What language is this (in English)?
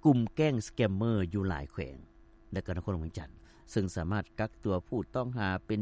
Lao